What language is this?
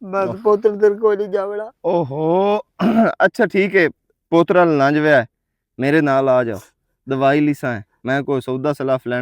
Western Panjabi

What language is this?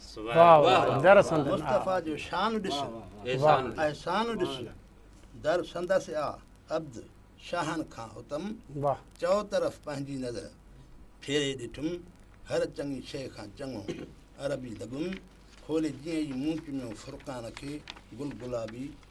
Sindhi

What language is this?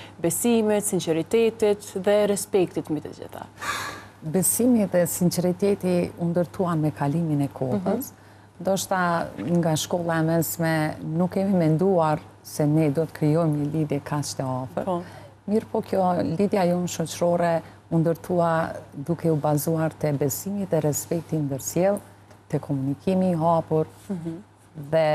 Albanian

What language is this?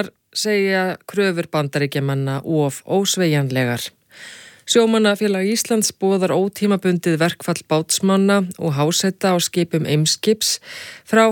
Icelandic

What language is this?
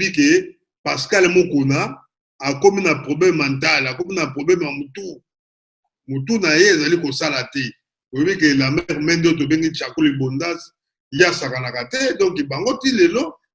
Lingala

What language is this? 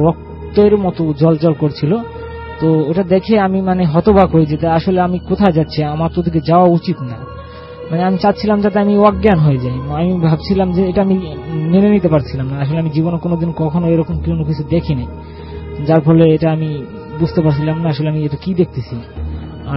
Bangla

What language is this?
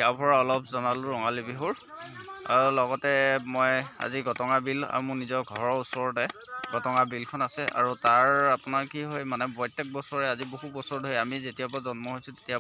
Assamese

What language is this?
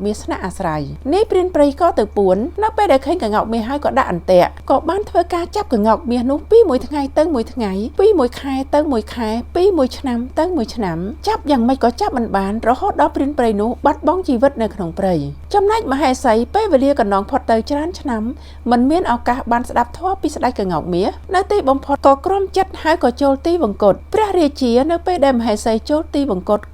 Khmer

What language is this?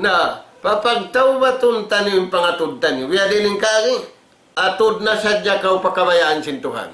Tausug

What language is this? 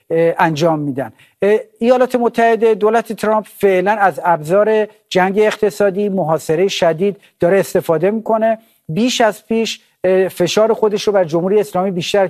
Persian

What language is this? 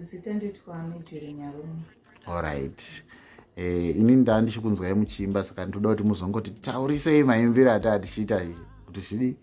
Shona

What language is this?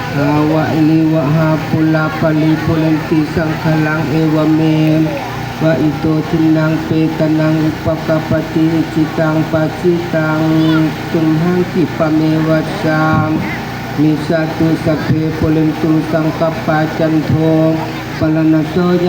Pali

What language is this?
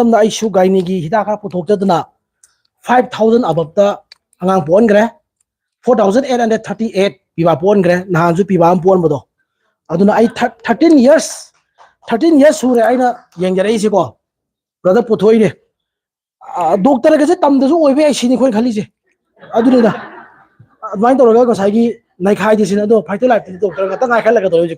Manipuri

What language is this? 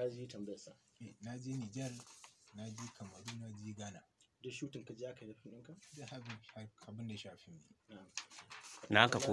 Hausa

